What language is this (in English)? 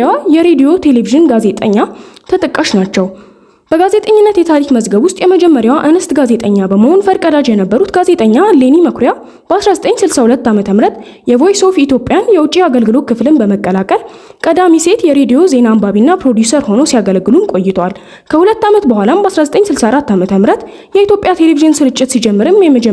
Amharic